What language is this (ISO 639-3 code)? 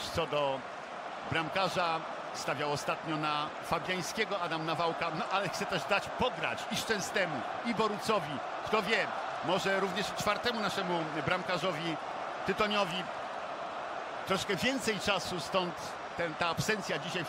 pol